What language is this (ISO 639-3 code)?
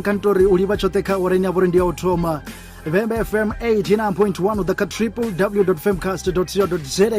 ven